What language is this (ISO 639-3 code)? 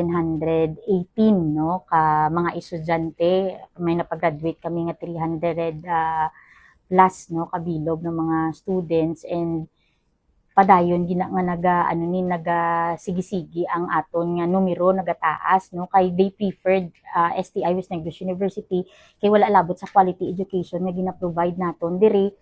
hil